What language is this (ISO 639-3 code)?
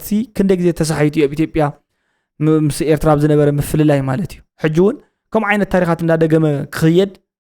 tir